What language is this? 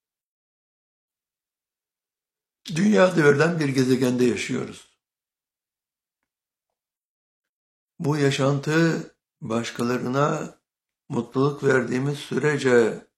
Turkish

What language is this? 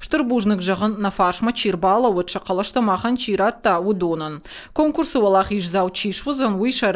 Ossetic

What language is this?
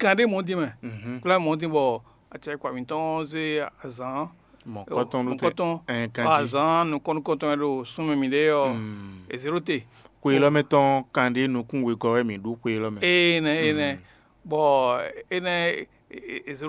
Fon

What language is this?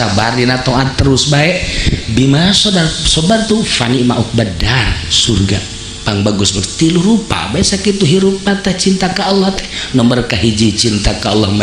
Sundanese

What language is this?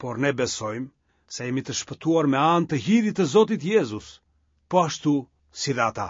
Albanian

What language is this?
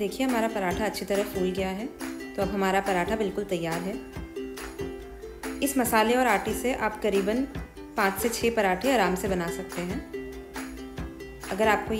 Hindi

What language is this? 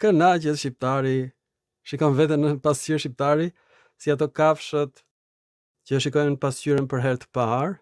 Albanian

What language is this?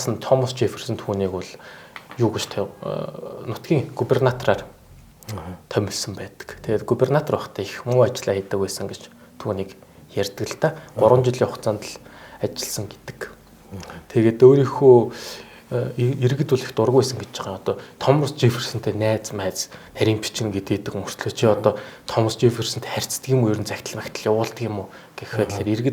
Mongolian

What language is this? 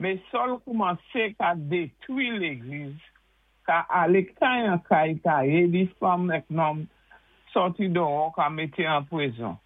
Saint Lucian Creole French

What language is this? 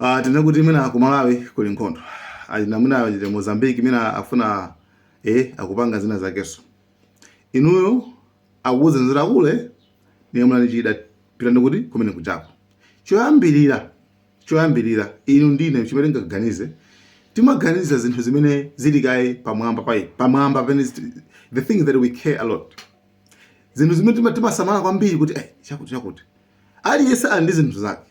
Nyanja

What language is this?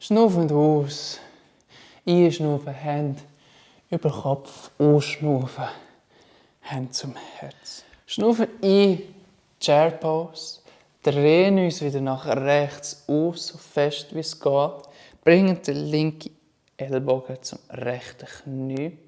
Swiss German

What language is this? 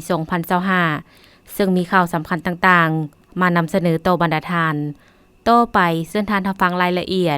Lao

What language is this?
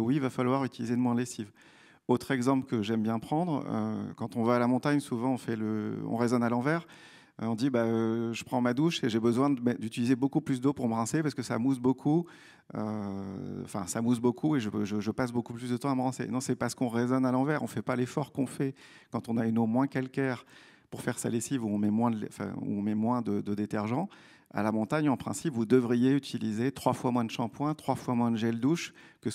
French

